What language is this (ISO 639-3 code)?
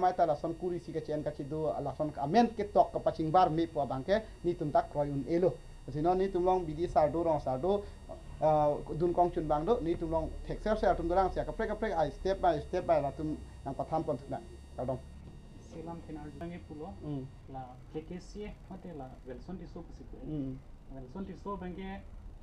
mjw